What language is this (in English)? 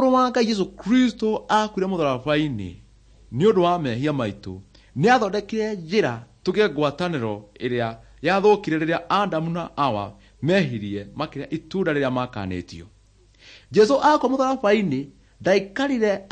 Kikuyu